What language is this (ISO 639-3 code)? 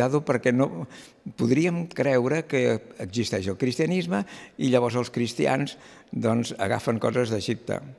cat